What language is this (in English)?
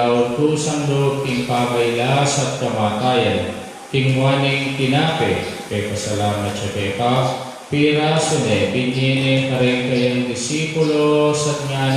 Pampanga